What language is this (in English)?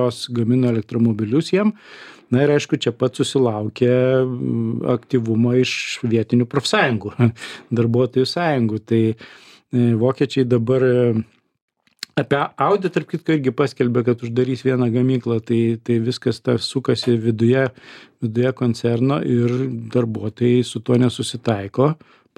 Lithuanian